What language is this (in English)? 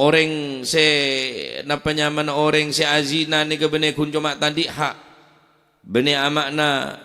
Madurese